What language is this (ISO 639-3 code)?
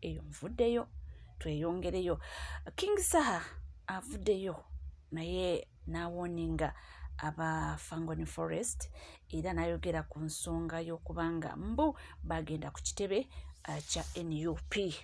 lug